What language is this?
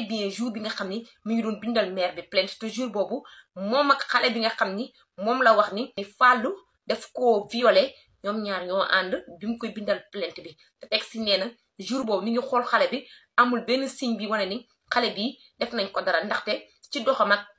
Wolof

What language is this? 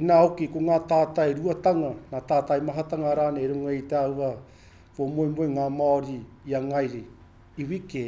Māori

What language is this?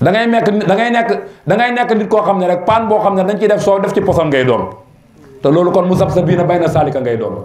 Wolof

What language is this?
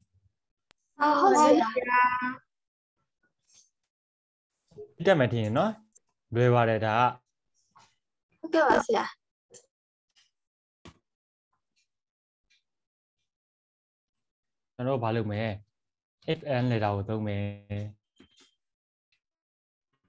Burmese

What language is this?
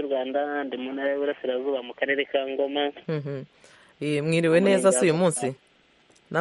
Kinyarwanda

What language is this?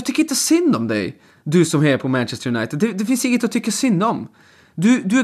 Swedish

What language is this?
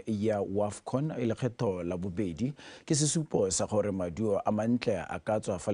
Tswana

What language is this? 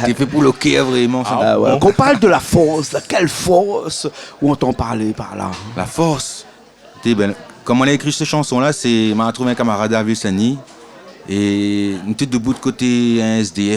Réunion Creole French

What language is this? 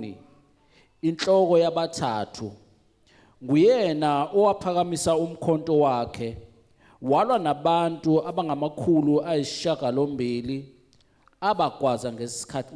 Zulu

